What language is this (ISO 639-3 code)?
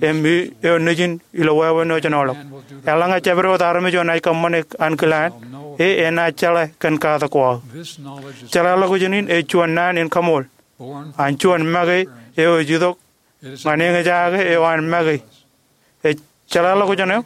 mah